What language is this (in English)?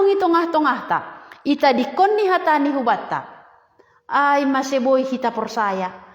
Batak Simalungun